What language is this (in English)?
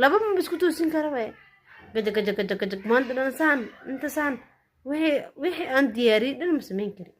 Somali